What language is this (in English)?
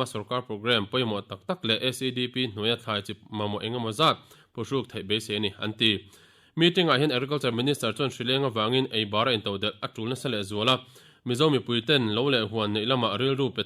Mizo